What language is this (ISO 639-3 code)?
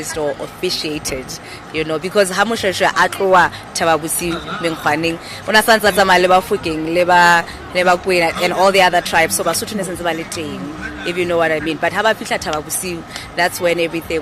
sot